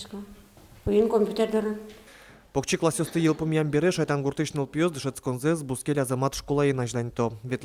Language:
Udmurt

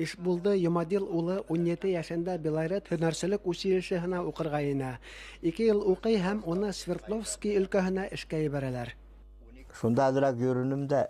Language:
Bashkir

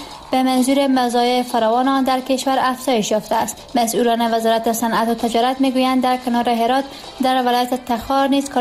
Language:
Persian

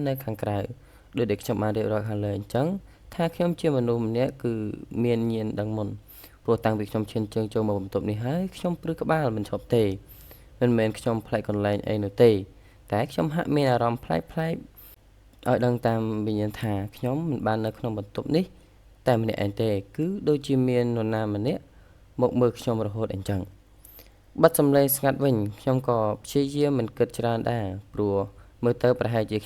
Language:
Khmer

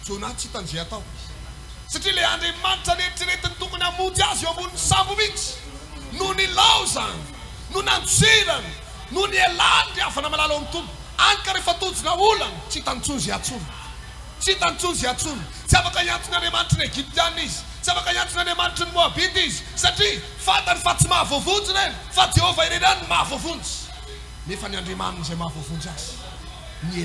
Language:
Malagasy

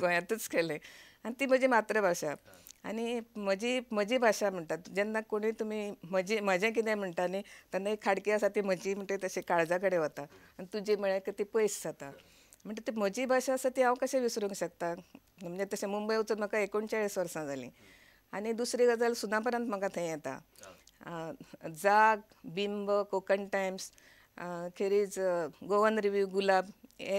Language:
Konkani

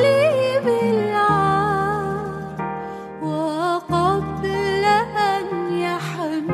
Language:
Arabic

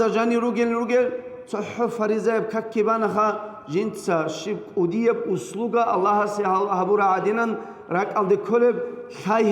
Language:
Avaric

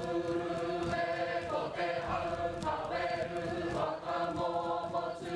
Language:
Māori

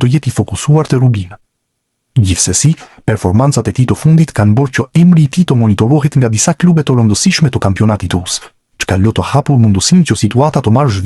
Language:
Albanian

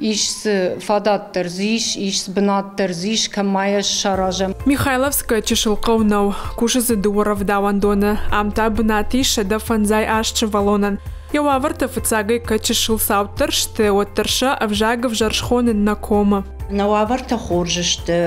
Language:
Ossetic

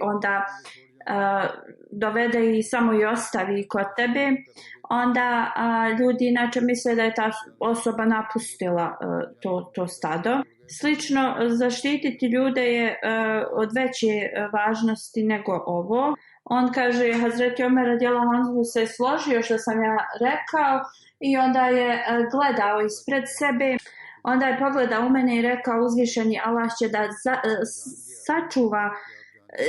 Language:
Bosnian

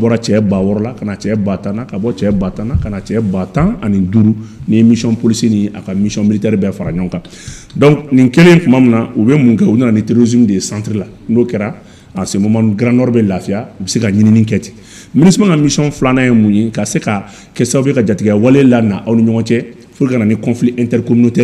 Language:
Bambara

